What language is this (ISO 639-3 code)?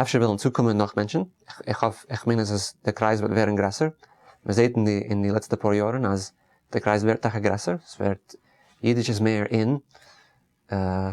yid